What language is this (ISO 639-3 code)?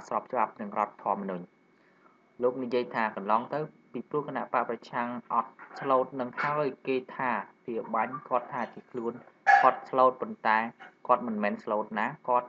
khm